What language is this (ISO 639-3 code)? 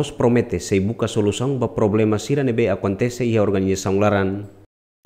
tet